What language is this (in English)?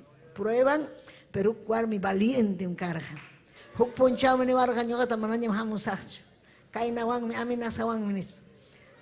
Ayacucho Quechua